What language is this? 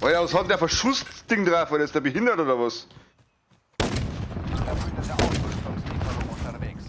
Bavarian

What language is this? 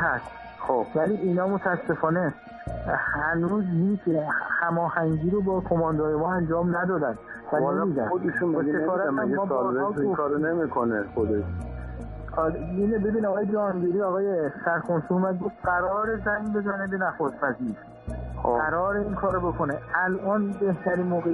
Persian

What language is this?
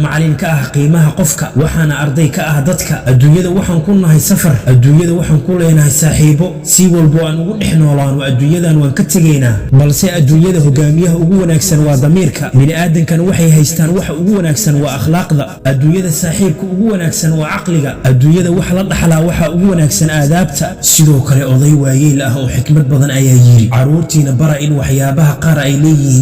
Somali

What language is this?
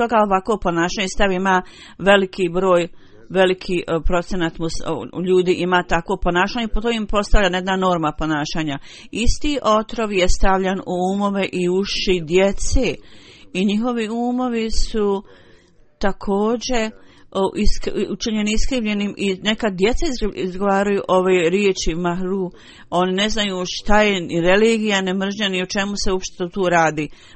Bosnian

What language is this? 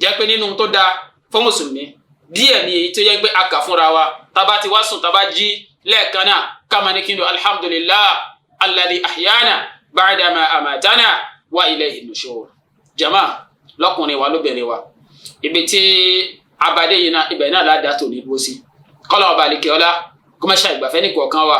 Yoruba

